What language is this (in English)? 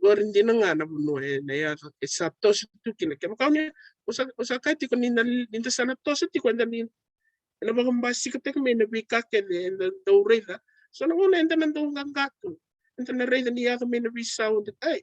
Fijian